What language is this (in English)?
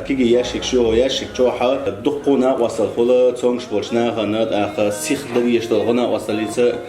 Chechen